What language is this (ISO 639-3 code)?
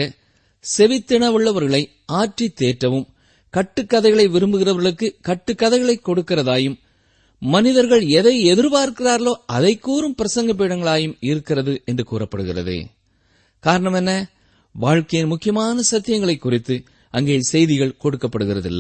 tam